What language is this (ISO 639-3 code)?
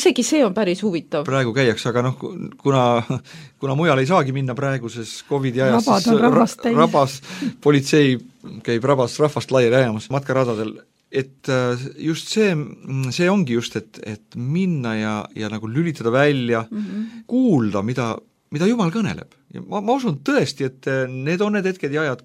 est